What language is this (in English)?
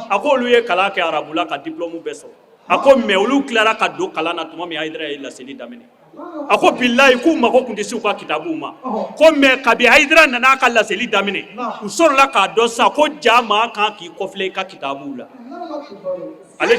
Bambara